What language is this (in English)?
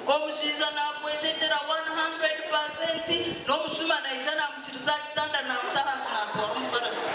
Nyankole